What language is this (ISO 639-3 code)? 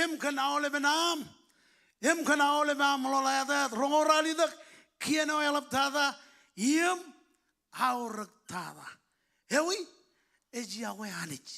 mah